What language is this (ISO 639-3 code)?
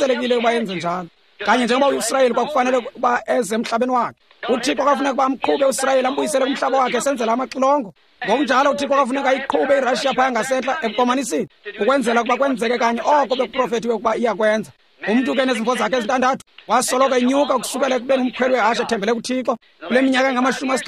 xho